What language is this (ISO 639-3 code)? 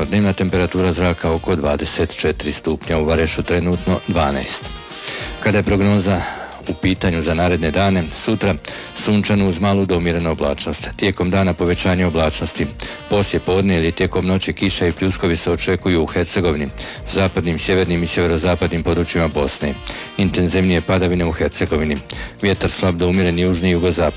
hrv